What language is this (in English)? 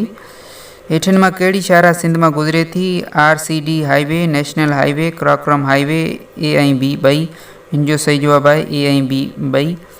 Sindhi